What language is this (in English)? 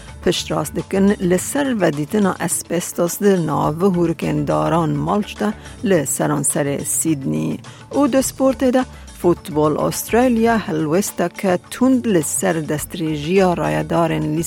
Kurdish